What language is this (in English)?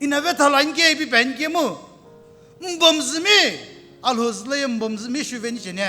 Sumi Naga